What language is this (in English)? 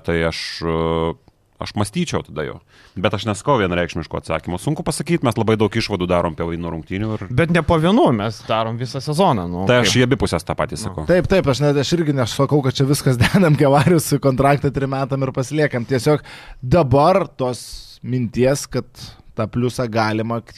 Lithuanian